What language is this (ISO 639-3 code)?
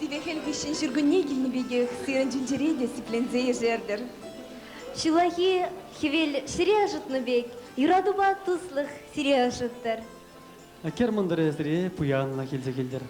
chv